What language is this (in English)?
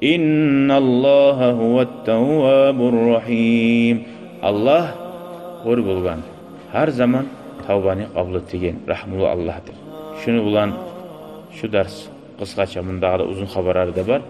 Kumyk